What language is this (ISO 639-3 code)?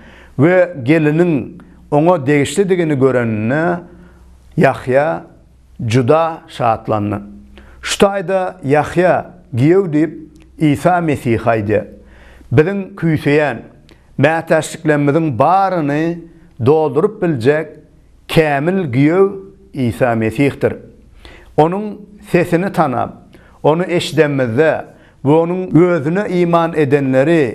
tuk